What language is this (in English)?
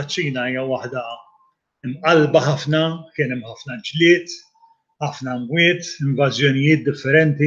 Maltese